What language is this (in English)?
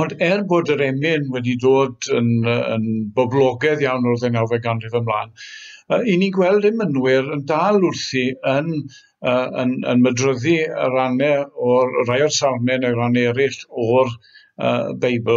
Welsh